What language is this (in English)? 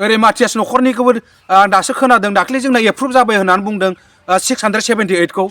Bodo